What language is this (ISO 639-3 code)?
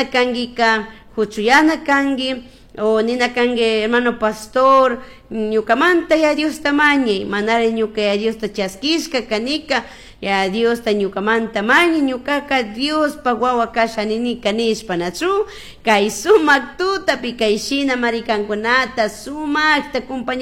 qug